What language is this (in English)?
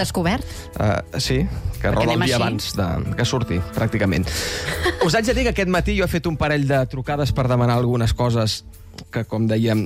Catalan